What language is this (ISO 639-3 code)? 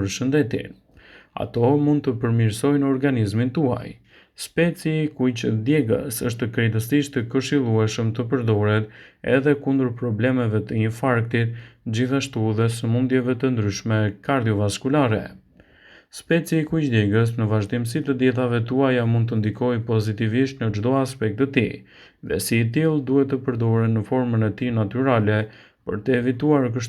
sqi